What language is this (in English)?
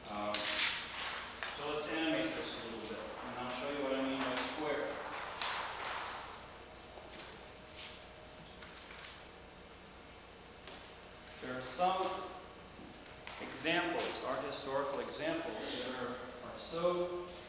English